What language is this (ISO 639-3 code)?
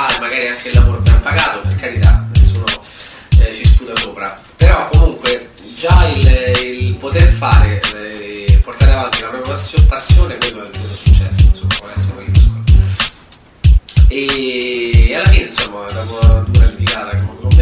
ita